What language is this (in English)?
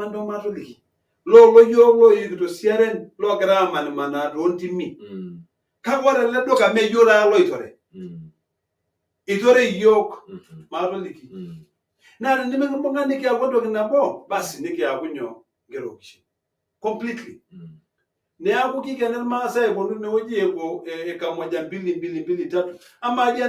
Masai